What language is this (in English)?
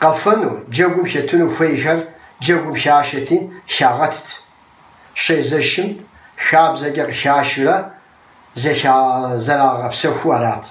Kabardian